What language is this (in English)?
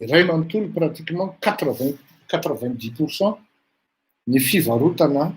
Malagasy